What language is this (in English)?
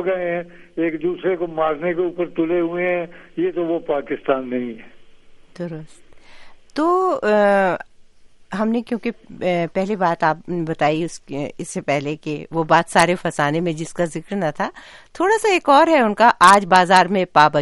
Urdu